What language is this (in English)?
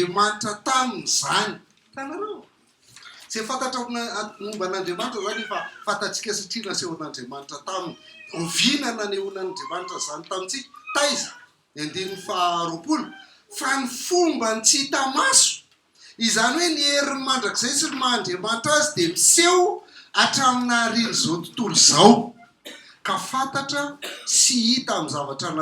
Malagasy